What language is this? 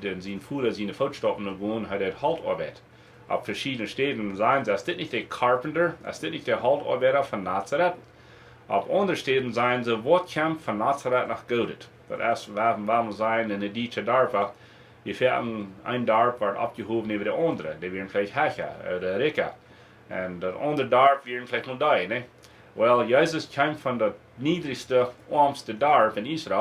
Plautdietsch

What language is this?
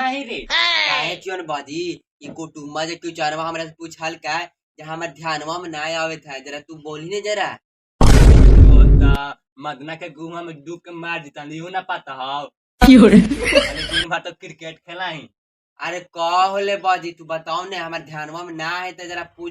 Magahi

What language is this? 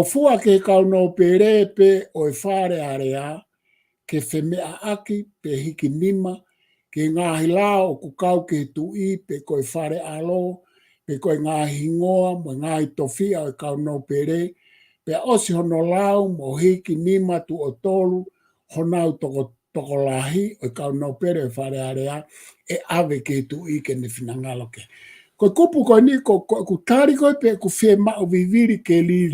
Tongan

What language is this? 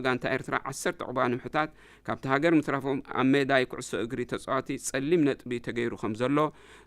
Tigrinya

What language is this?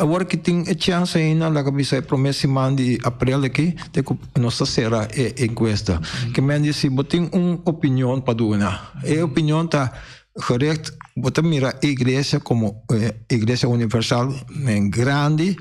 Papiamento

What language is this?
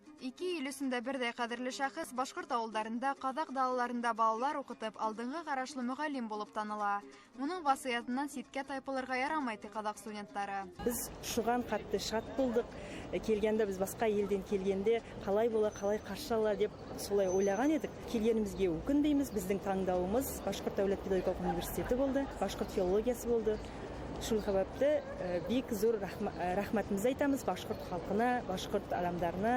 Bashkir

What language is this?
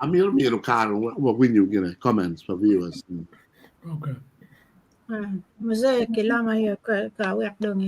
Acoli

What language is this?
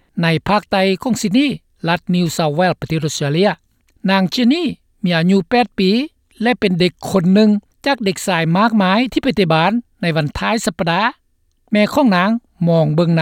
Lao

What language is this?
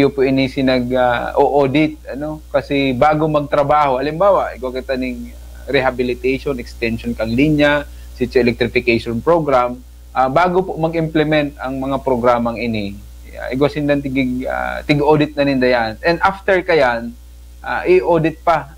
Bikol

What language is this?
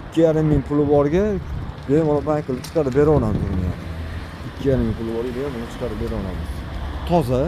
Uzbek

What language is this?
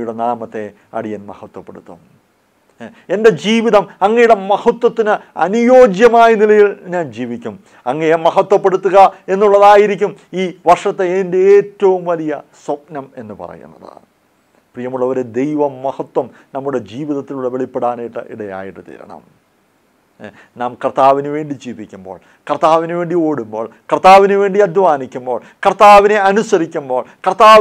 Malayalam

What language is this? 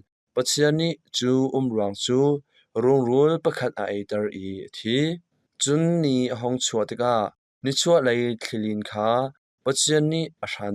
Hakha Chin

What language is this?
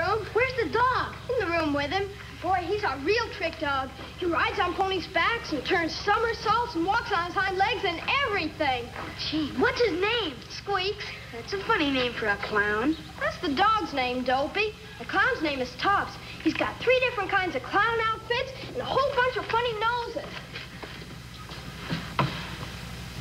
English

